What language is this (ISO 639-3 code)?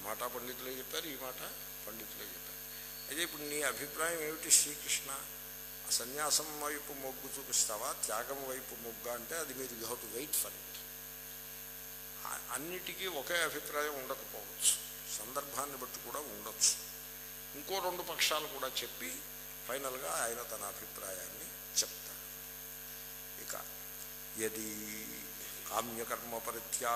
tel